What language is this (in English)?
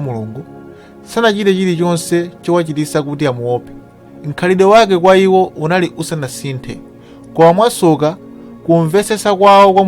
Nyanja